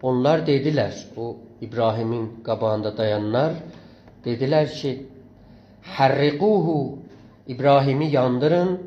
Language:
South Azerbaijani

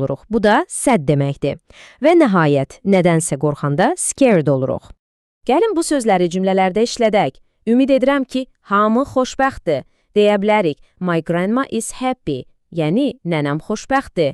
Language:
Azerbaijani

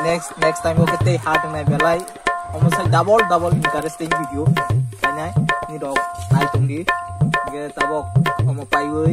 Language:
Kok Borok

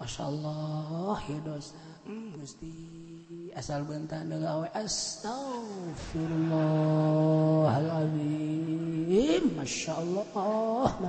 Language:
Sundanese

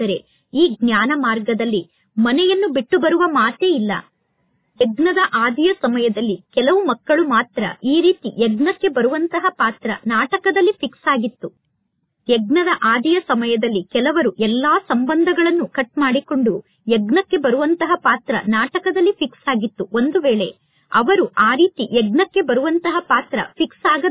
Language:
Kannada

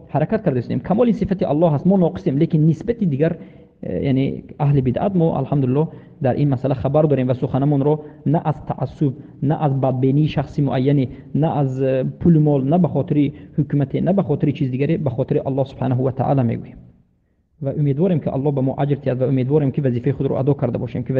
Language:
Tajik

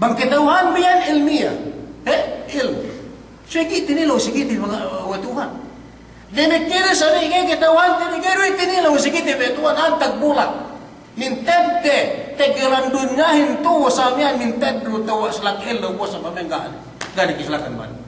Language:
Yakan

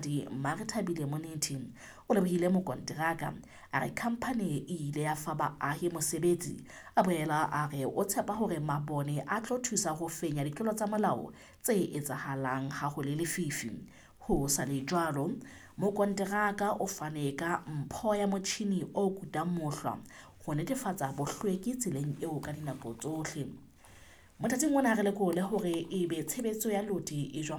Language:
Southern Sotho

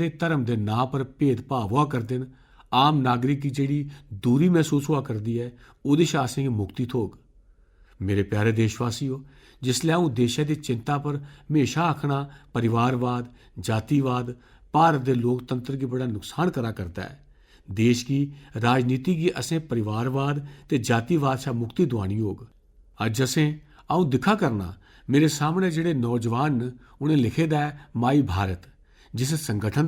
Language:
Dogri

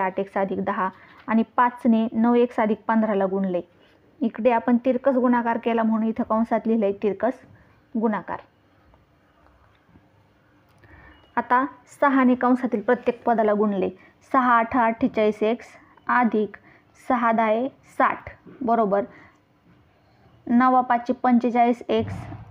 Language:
Marathi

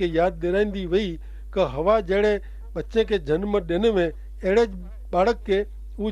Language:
Kachhi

